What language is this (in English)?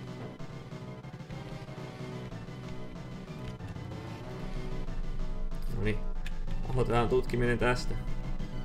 Finnish